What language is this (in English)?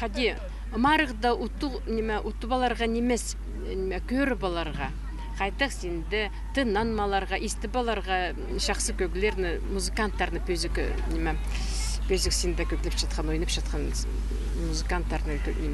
Khakas